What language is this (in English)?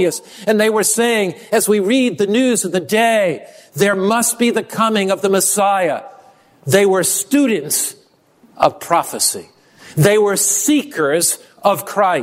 English